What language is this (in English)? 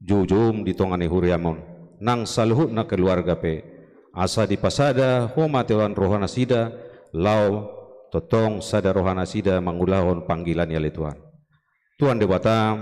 Batak Toba